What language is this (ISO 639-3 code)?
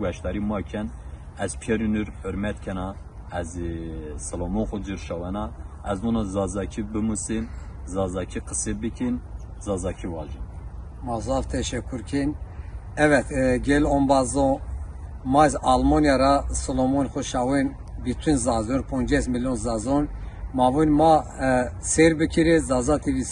zza